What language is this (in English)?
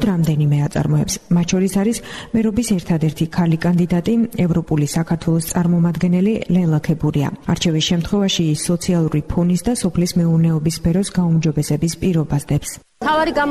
Georgian